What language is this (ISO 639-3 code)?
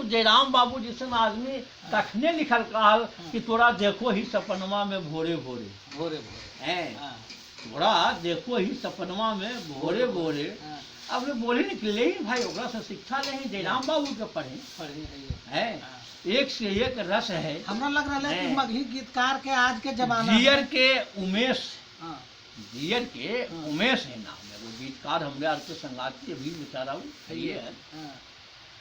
mag